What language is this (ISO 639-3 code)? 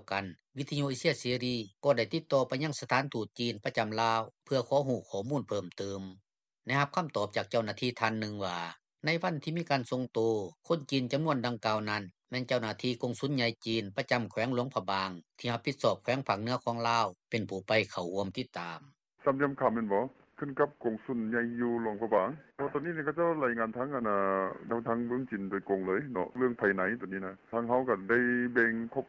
lao